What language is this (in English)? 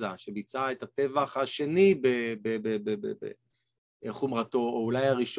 Hebrew